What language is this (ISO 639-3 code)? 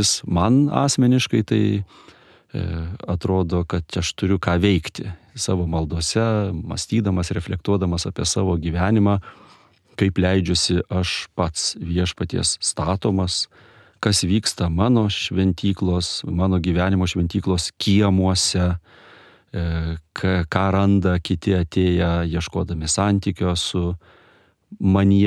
lit